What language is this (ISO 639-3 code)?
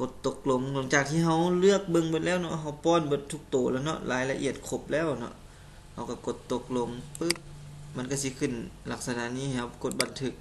lao